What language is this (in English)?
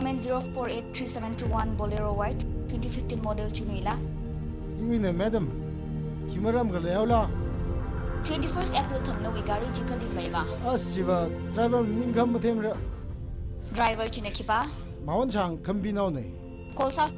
Tangkhul Naga (India)